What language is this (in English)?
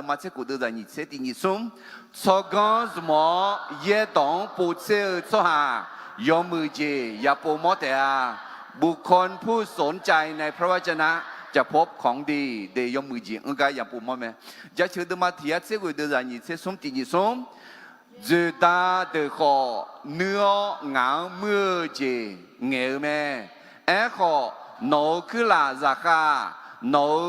Akha